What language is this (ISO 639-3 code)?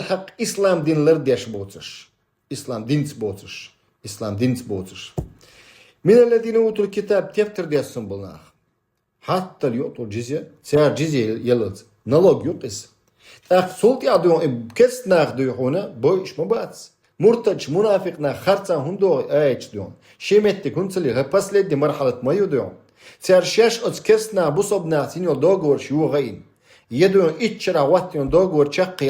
che